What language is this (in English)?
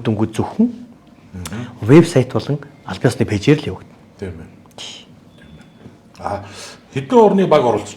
Mongolian